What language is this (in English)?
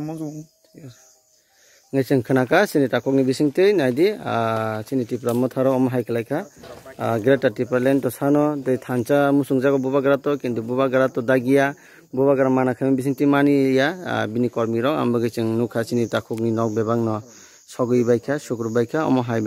Kok Borok